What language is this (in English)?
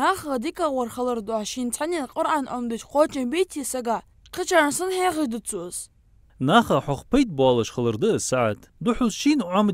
Ingush